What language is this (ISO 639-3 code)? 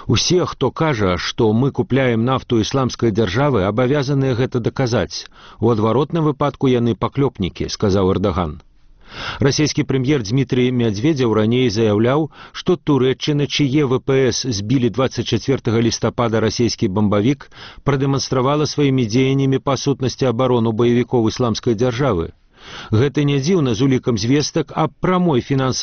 bel